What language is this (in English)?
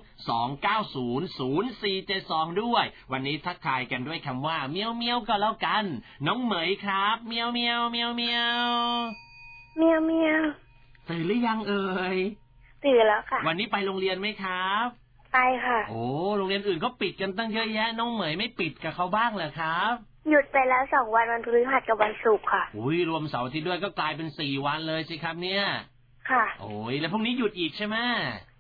Thai